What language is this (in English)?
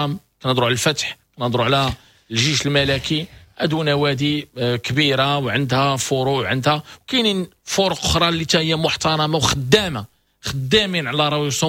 Moroccan Arabic